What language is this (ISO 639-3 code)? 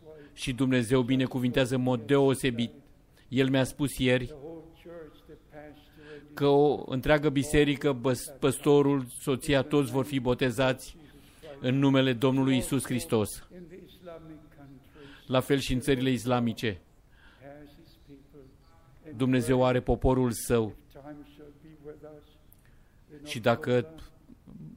ron